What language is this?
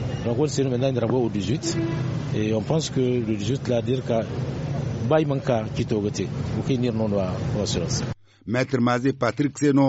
Zarma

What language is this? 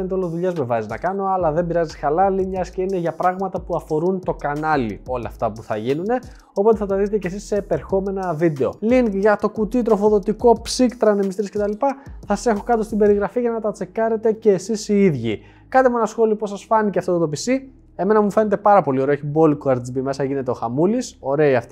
Greek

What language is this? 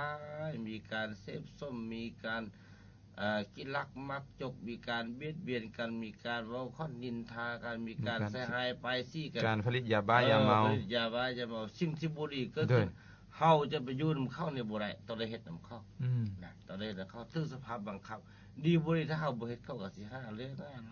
Lao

